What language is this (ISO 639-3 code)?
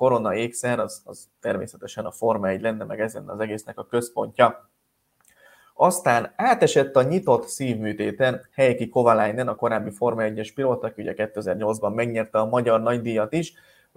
hun